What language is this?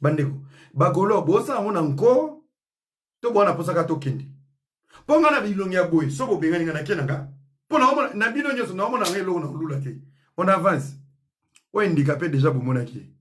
Lingala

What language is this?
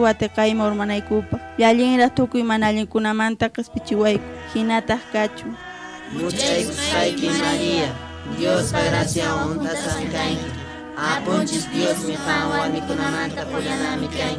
Quechua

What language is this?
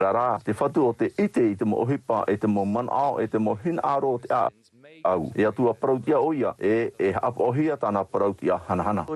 Tahitian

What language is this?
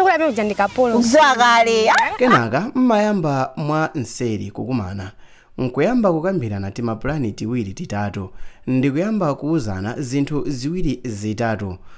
Nyanja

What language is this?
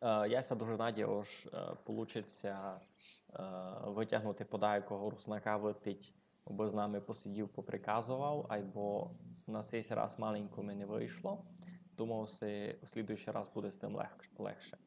Rusyn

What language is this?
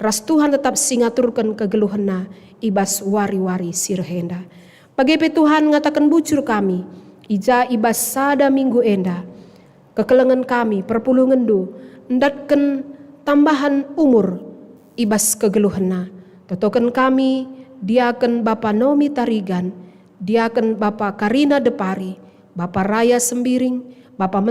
Batak Karo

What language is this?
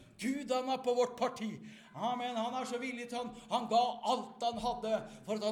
Norwegian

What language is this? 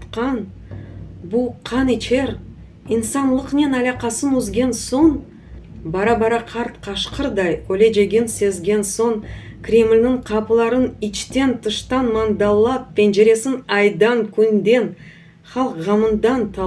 Crimean Tatar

